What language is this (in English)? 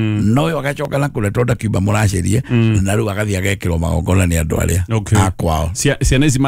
Kikuyu